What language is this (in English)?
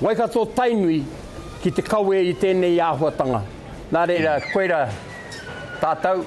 Māori